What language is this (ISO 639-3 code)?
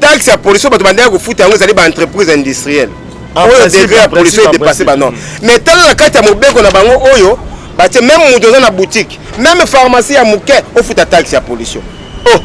lin